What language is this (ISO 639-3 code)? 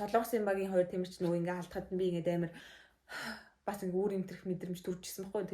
mon